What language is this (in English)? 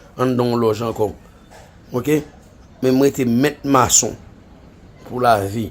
Haitian Creole